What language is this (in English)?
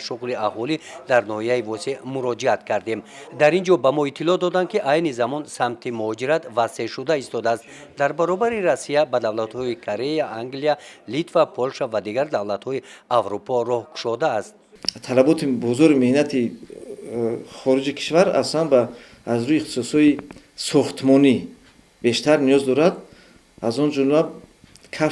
Tajik